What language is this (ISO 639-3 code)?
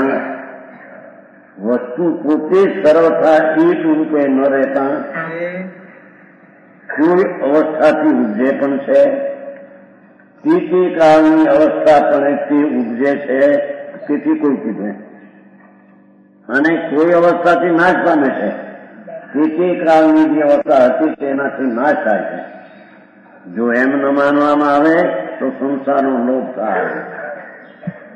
guj